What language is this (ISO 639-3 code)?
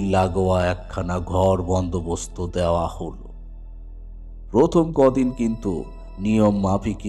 ben